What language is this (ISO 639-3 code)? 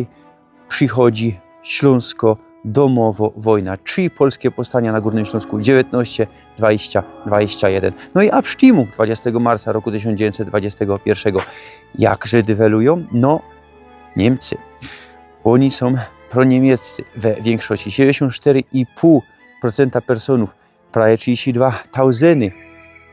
szl